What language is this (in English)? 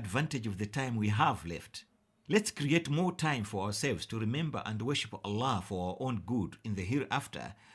English